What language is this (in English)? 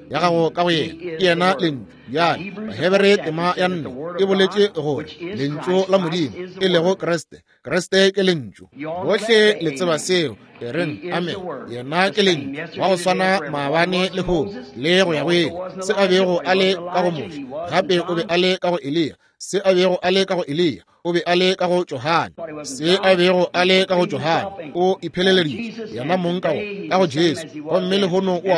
Northern Sotho